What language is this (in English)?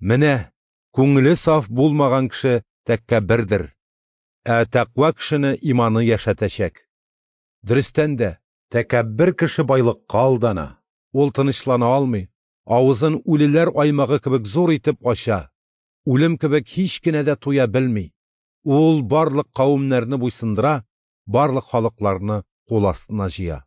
Tatar